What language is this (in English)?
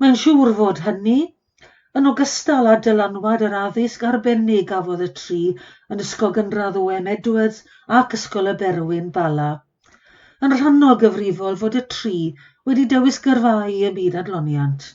Welsh